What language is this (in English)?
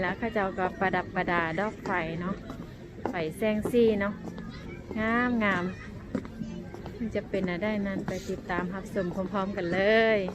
Lao